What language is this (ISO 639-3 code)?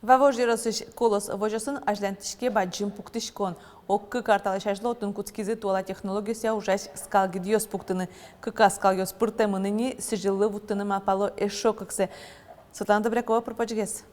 udm